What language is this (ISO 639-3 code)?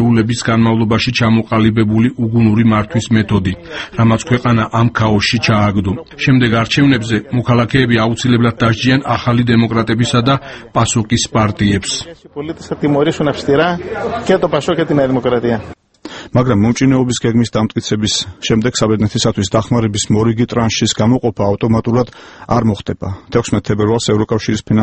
kat